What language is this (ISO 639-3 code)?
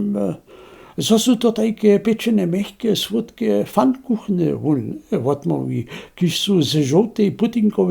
hsb